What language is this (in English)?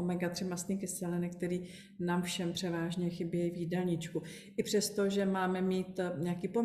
Czech